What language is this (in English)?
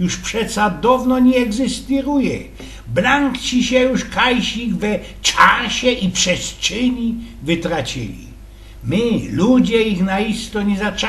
Silesian